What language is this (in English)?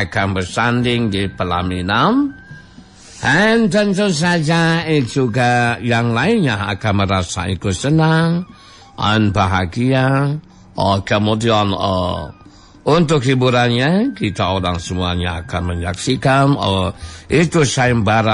Sundanese